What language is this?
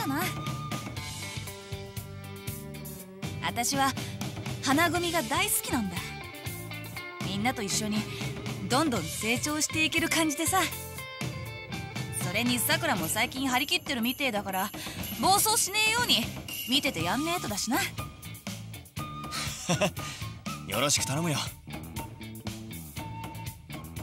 Japanese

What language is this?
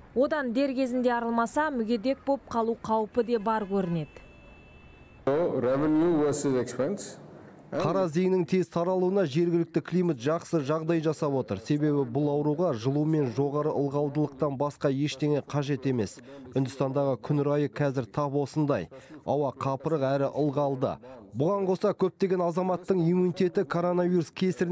Kazakh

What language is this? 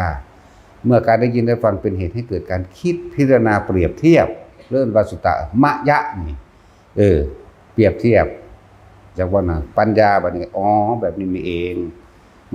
Northeastern Thai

